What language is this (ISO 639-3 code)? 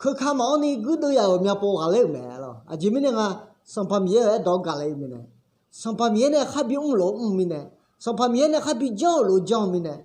ahk